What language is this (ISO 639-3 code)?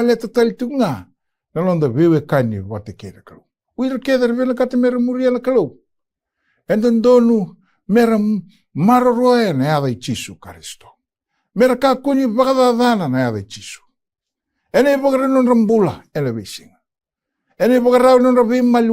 fij